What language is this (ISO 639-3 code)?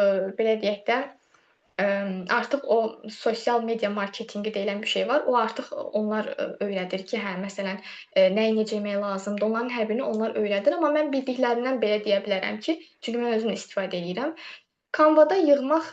aze